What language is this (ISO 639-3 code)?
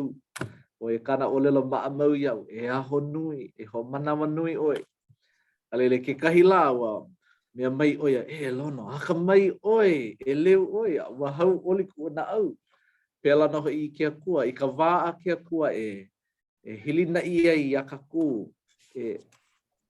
haw